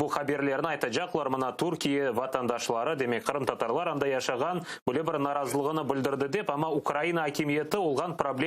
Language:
Crimean Tatar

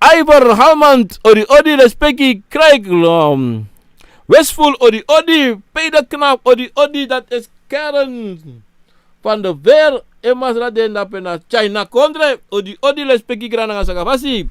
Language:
Sranan Tongo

